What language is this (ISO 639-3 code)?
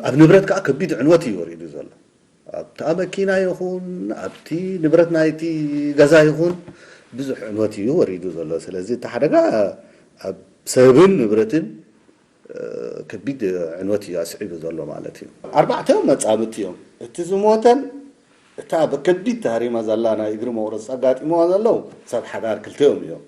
tir